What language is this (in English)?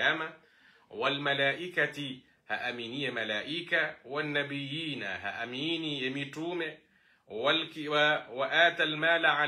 Swahili